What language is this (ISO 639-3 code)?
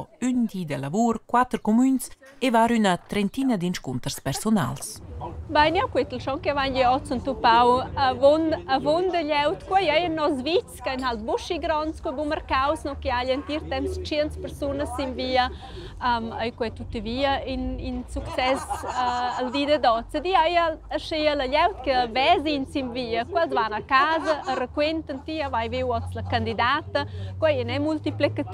roh